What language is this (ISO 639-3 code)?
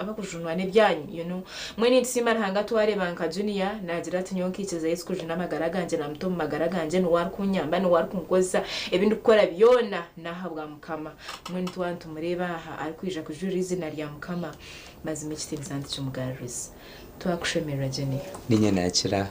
nyn